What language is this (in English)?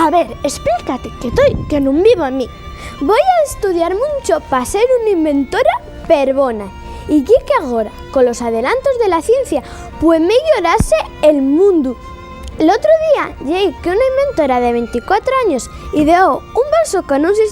Asturian